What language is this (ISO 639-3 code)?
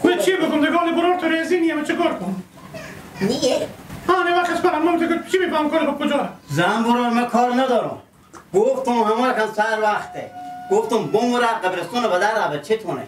fas